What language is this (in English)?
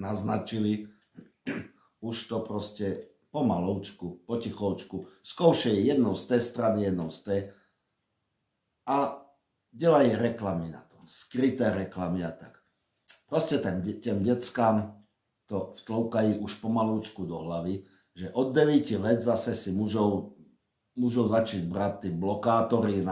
Czech